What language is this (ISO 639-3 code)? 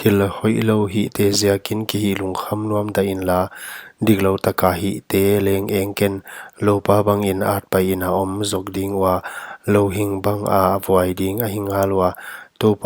pck